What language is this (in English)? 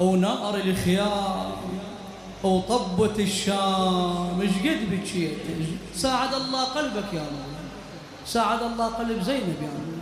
Mesopotamian Arabic